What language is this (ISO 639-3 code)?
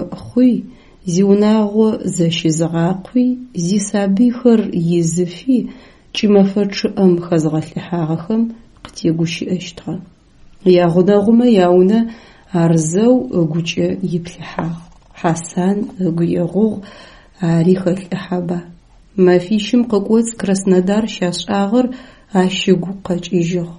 ady